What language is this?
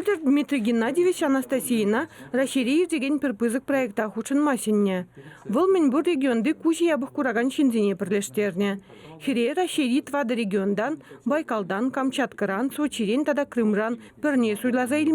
Chuvash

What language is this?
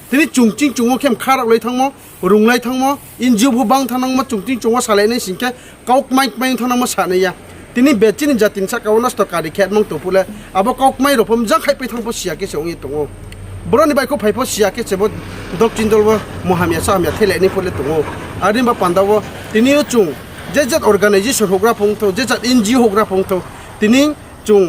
Riang (India)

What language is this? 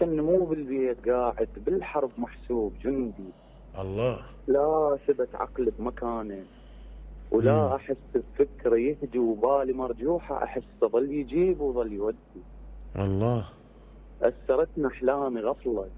Mesopotamian Arabic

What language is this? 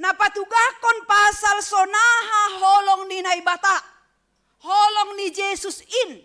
Batak Simalungun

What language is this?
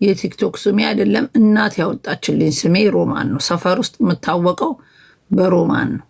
Amharic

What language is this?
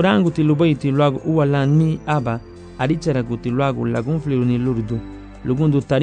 Garifuna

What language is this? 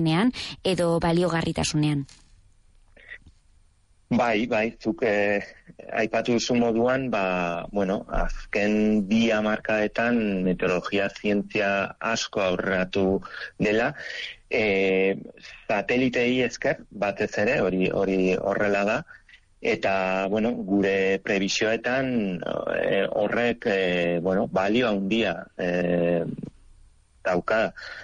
Basque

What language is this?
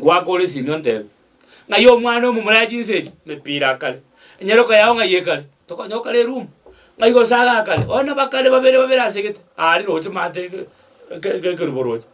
Gusii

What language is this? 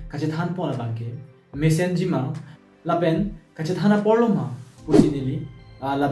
Karbi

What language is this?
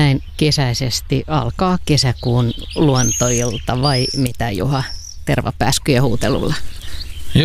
Finnish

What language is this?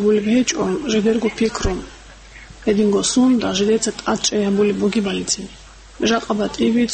Avaric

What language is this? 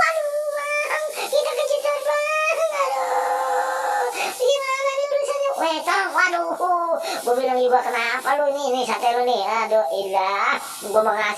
Betawi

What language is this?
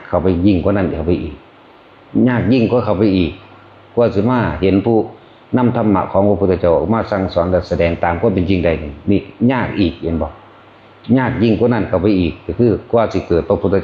Northeastern Thai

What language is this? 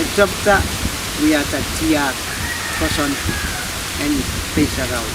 Pohnpeian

